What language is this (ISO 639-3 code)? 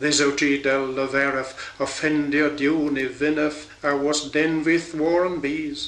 cor